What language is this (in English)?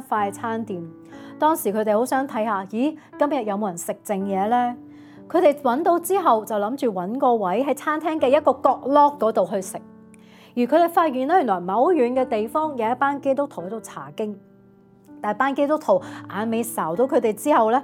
Cantonese